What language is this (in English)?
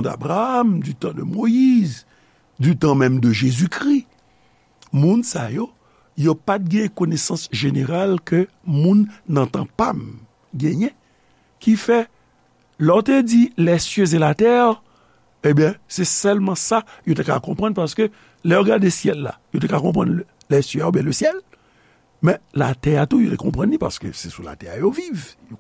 Haitian Creole